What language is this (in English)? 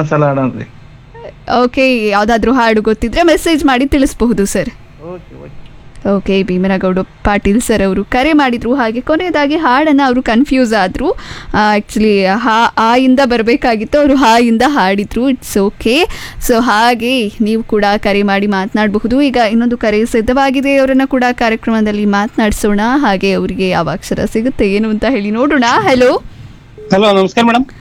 Kannada